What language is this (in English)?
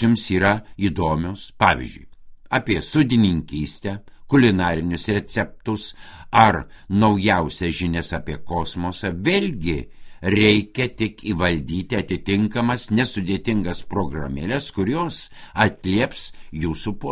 Lithuanian